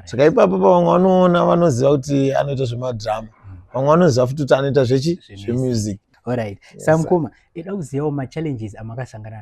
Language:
Shona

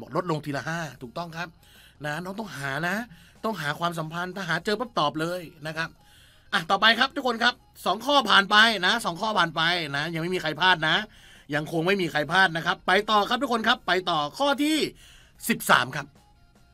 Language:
Thai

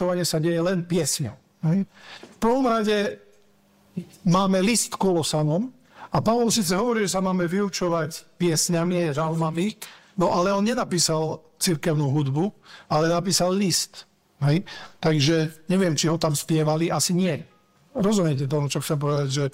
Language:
Slovak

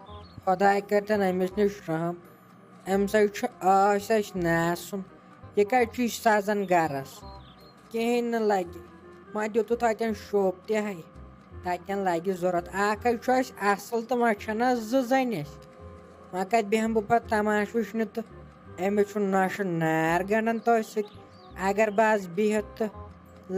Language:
Kashmiri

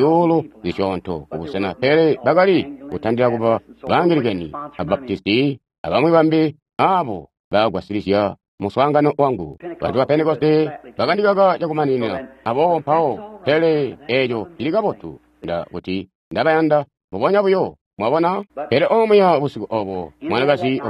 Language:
Tonga (Zambia)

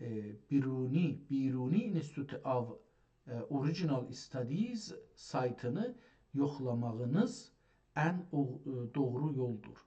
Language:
South Azerbaijani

